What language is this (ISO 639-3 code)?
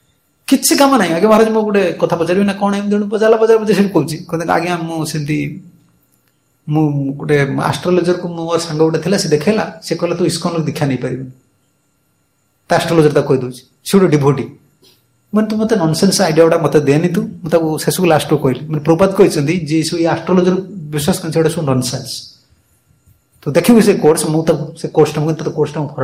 ori